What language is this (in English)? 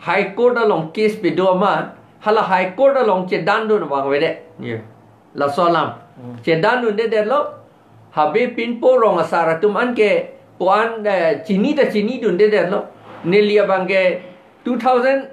Karbi